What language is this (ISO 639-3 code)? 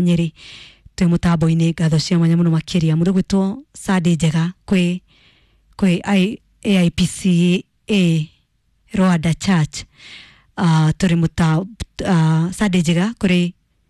kik